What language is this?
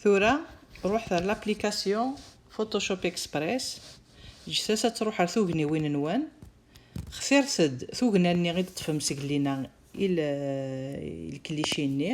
Kabyle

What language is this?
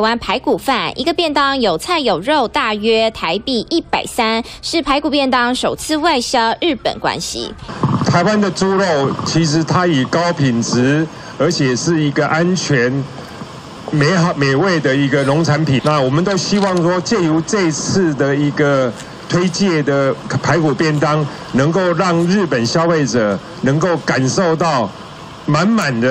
Chinese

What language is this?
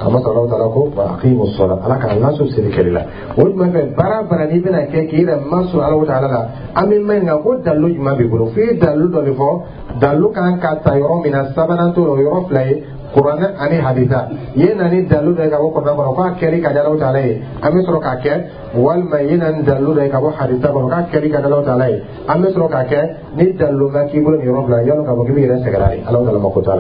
Dyula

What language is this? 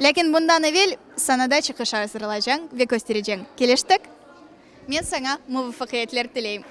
Crimean Tatar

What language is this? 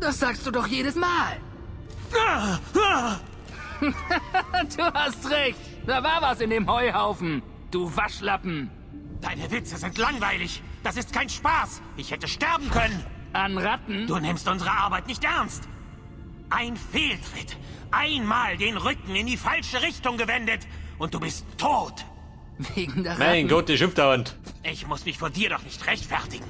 Bavarian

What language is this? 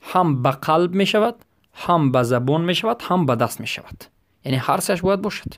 Persian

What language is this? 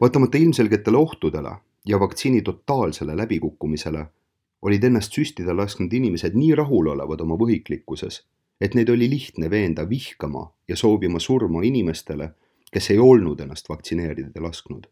Estonian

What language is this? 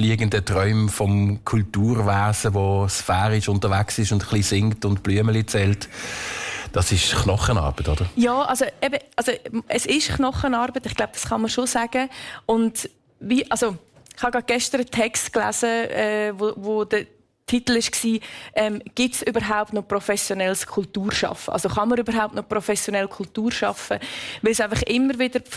Swiss German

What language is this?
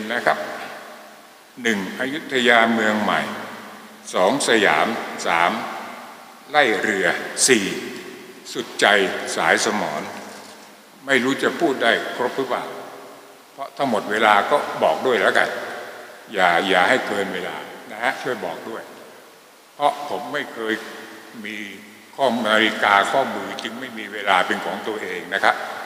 Thai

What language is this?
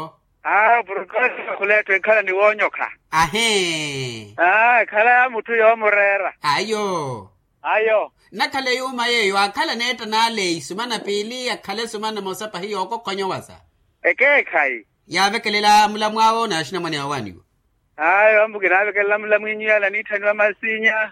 Makhuwa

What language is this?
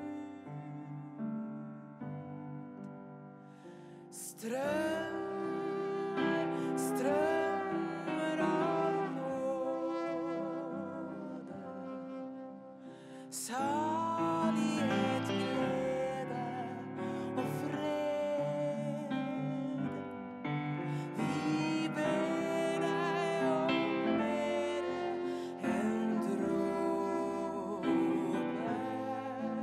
Norwegian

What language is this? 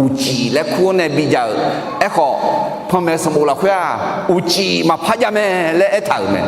Akha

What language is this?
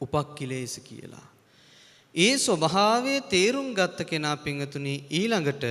Sinhala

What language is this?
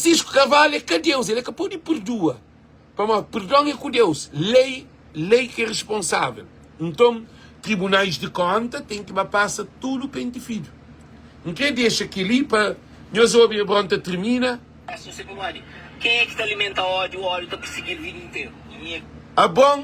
Kabuverdianu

